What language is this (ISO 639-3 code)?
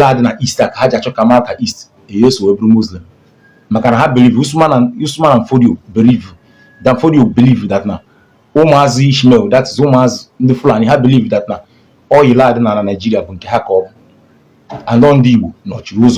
ibo